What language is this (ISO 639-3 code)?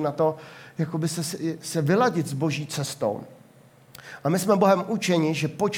ces